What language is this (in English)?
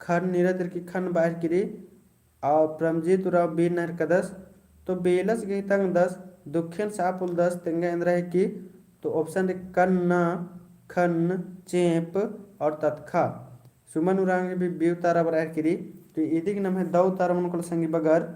Kurukh